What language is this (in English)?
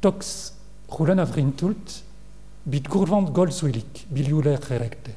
Mongolian